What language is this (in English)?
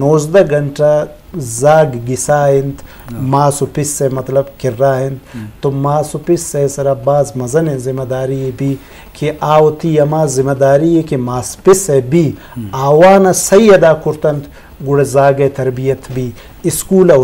Eastern Balochi